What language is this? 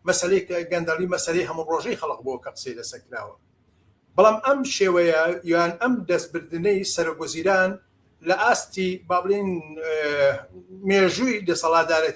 Central Kurdish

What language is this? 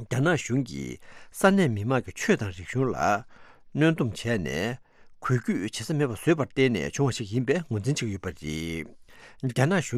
Tibetan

